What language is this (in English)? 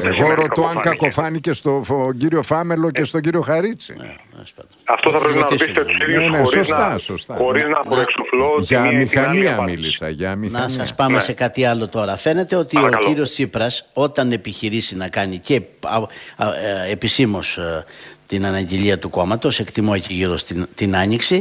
Greek